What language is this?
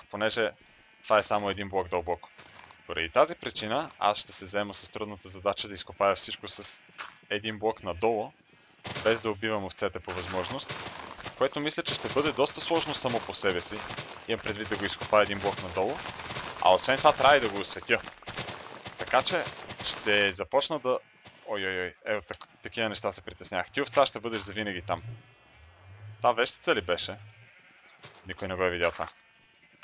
Bulgarian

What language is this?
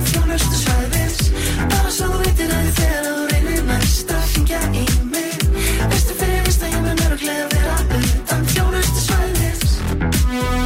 Icelandic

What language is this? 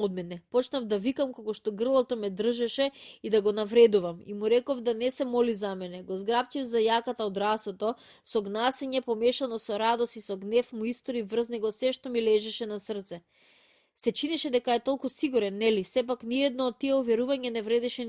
Macedonian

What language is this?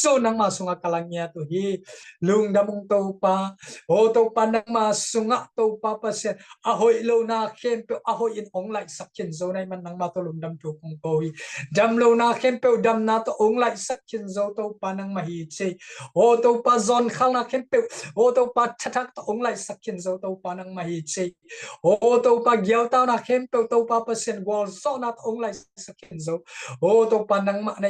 Tedim Chin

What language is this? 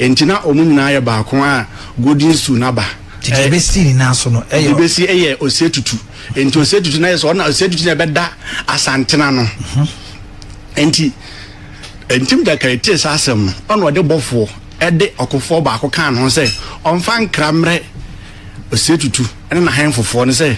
Akan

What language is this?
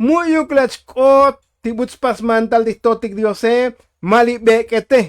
Tzotzil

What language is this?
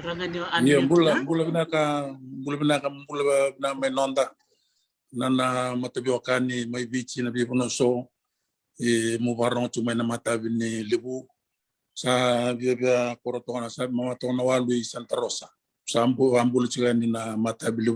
Fijian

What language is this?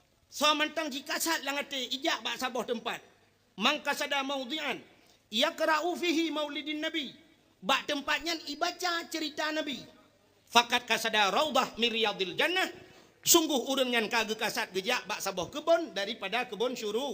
Achinese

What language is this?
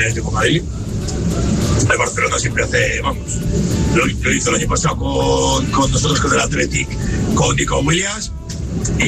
Spanish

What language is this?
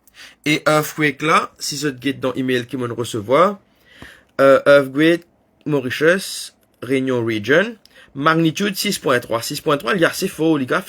Morisyen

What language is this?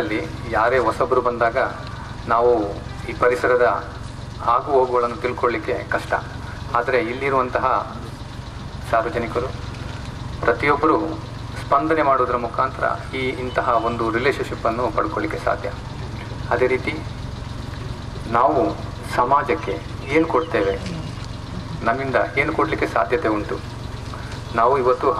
Kannada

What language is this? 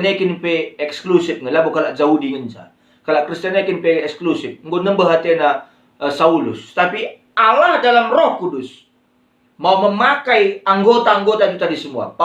Batak Karo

